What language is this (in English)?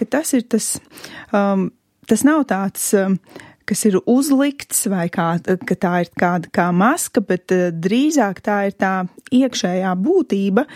Latvian